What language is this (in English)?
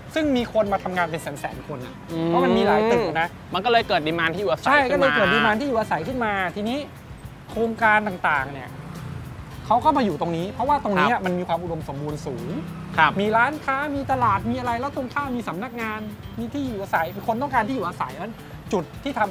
Thai